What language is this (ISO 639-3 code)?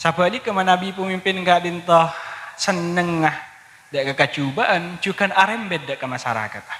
mad